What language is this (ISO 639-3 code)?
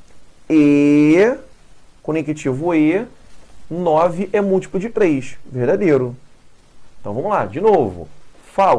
por